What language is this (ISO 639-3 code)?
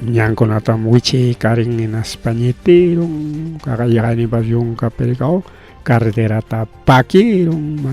quy